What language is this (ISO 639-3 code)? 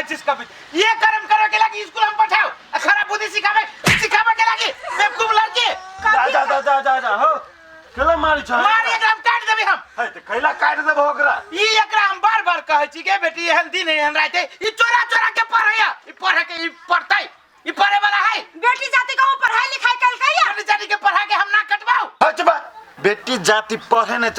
mai